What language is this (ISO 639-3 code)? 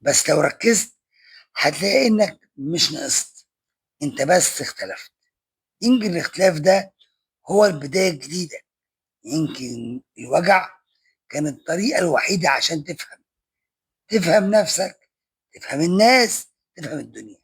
arz